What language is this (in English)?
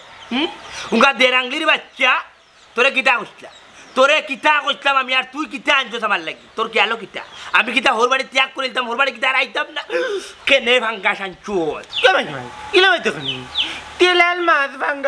Sylheti